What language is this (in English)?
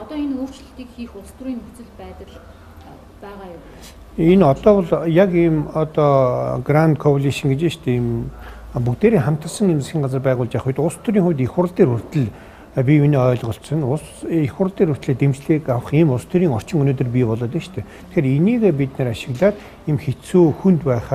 Mongolian